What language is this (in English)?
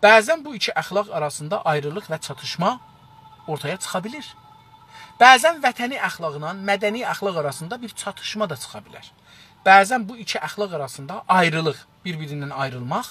South Azerbaijani